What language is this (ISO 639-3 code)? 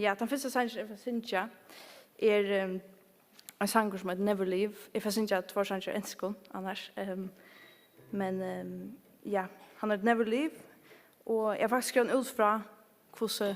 fao